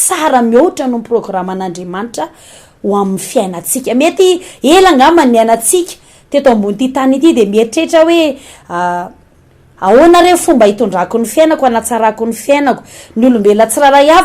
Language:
Malagasy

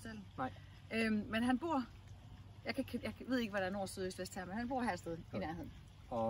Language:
Danish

